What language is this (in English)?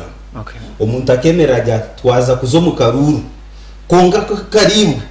Nyankole